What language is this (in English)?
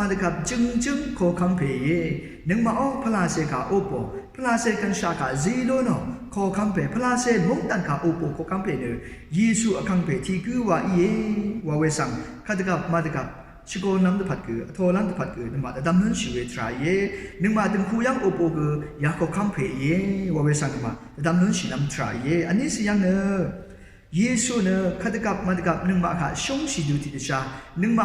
Rawang